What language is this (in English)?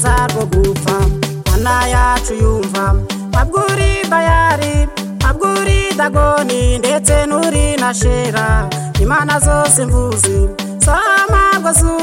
Kinyarwanda